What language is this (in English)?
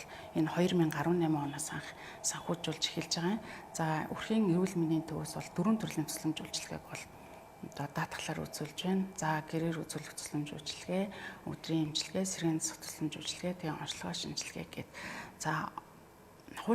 Mongolian